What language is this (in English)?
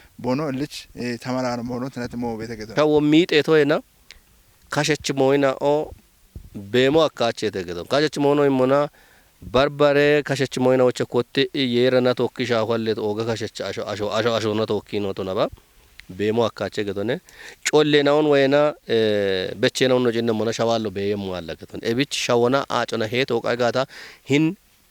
Kafa